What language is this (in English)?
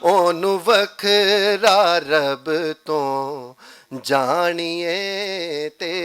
Western Panjabi